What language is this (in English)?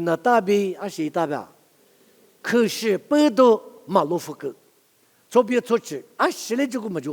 Lisu